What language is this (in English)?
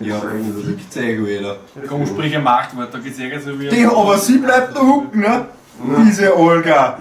Bavarian